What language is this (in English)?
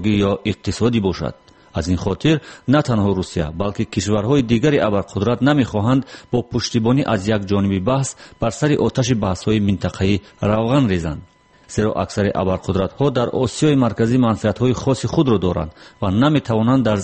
Tajik